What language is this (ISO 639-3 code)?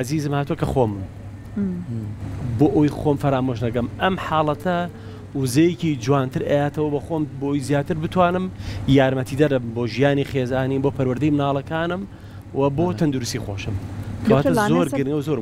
ckb